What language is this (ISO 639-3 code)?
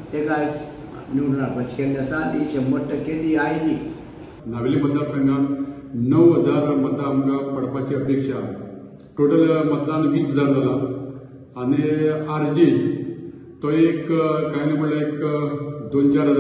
kok